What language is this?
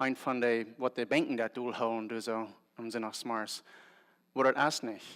Plautdietsch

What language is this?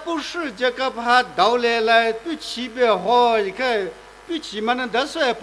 Poumei Naga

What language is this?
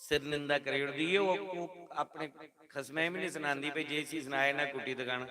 Dogri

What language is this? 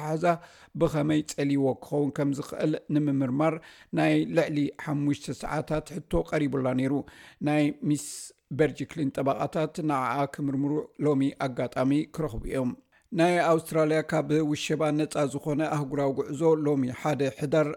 Tigrinya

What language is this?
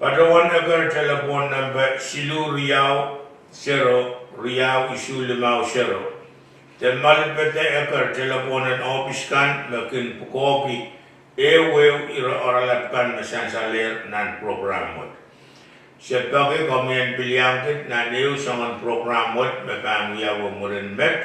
Pohnpeian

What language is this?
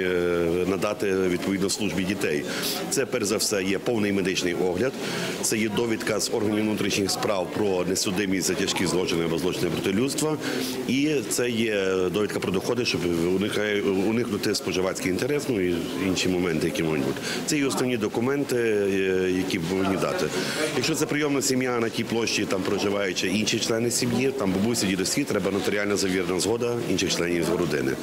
Ukrainian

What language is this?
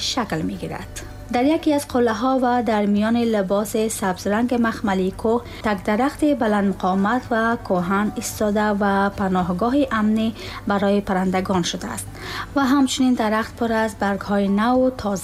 Tajik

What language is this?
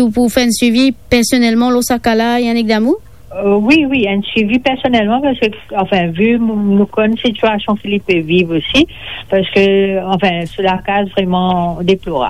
Morisyen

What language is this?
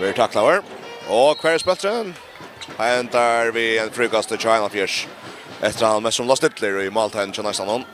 Faroese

